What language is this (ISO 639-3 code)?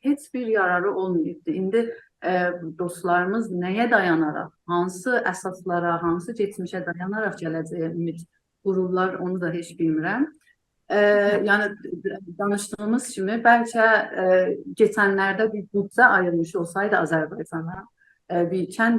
azb